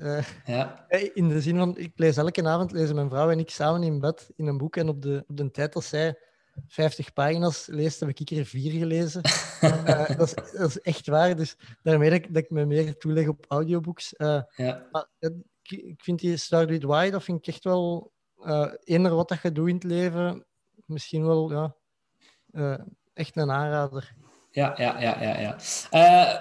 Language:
Dutch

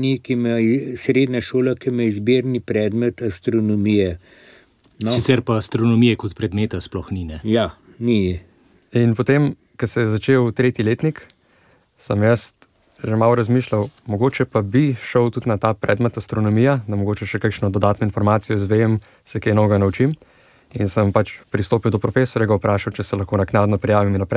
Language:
Slovenian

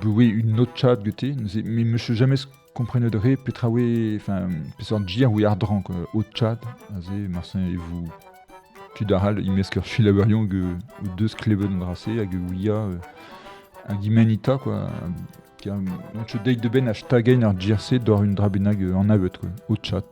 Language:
Breton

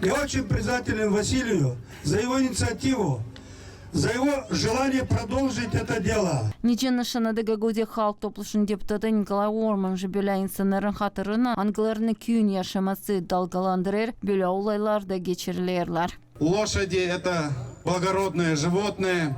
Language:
Gagauz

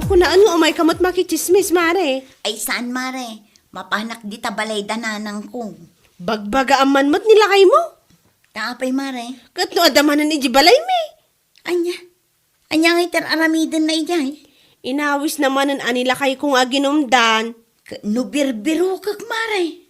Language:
Iloko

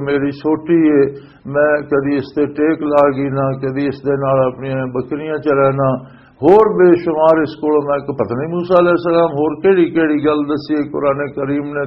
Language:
Western Panjabi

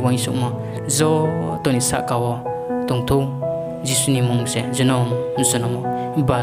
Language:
Riang (India)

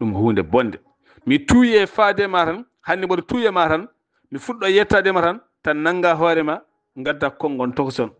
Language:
Fula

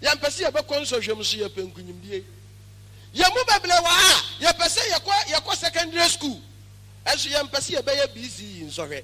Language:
Akan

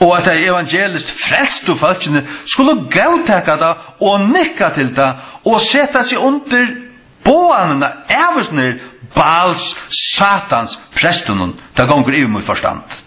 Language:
Faroese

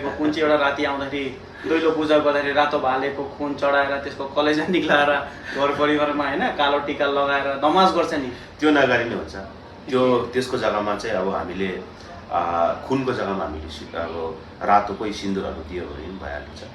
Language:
Nepali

